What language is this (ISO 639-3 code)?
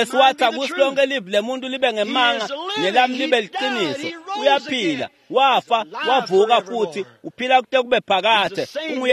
ssw